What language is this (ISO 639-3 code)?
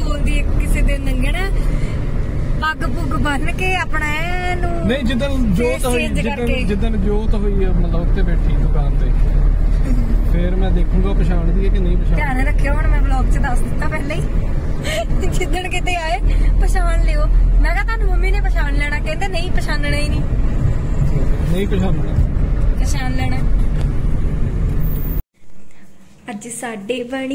pan